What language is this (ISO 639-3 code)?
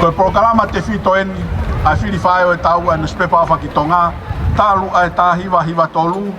ton